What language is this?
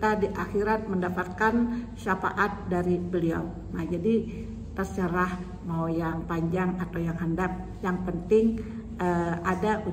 Banjar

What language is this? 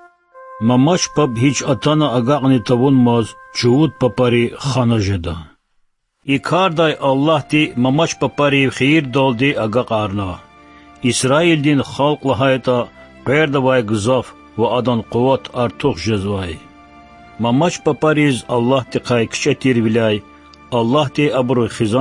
Lezghian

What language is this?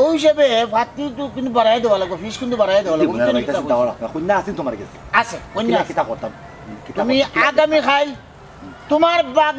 Sylheti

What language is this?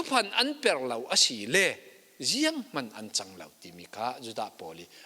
Falam Chin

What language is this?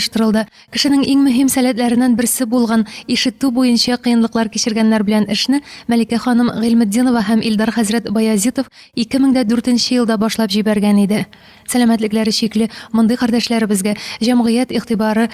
Tatar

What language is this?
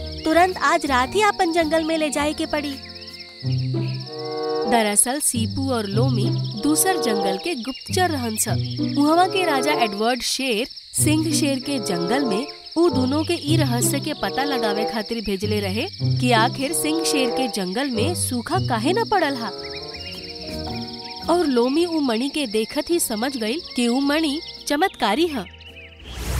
Bhojpuri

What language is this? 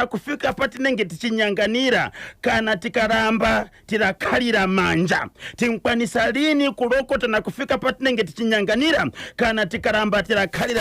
Shona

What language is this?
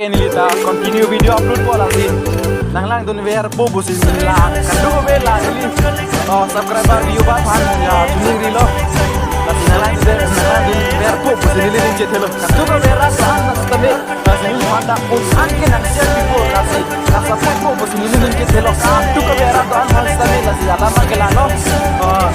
Karbi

